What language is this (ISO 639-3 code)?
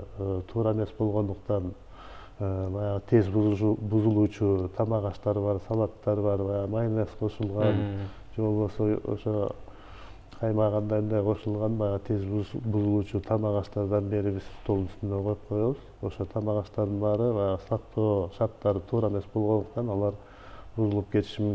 kir